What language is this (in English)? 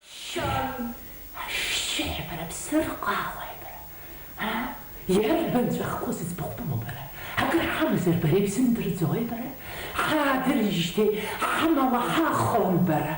Abkhazian